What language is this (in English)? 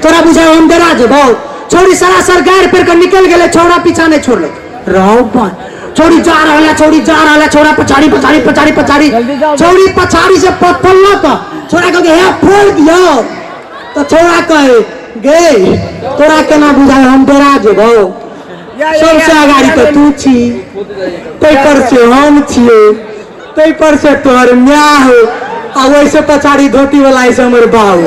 Maithili